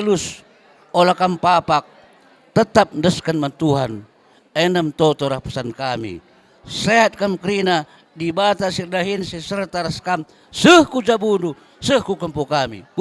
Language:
Batak Karo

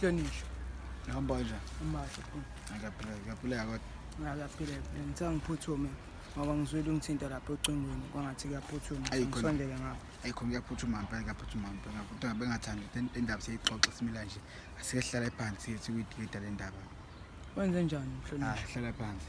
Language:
Zulu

